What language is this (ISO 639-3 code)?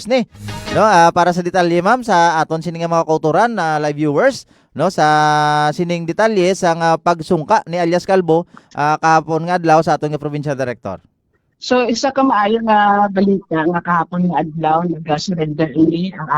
hil